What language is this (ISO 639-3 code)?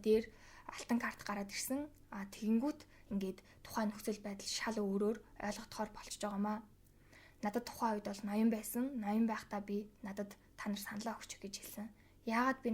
mon